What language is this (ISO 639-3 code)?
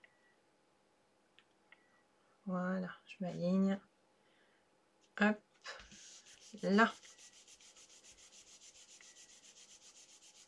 fra